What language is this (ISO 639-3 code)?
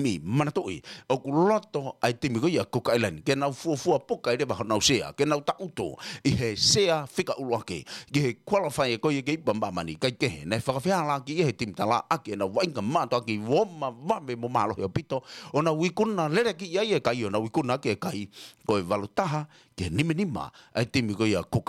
ton